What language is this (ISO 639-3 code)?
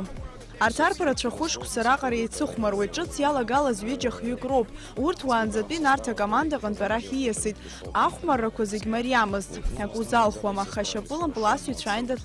abk